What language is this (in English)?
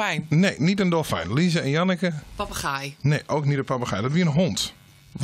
Western Frisian